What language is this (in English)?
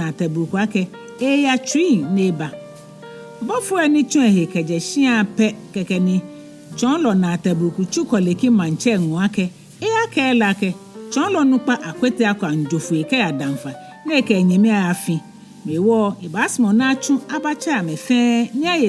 Ga